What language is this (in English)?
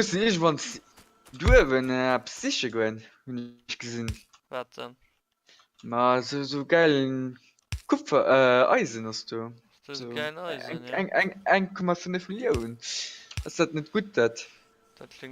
Luxembourgish